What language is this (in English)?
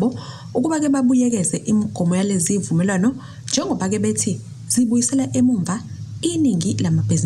Zulu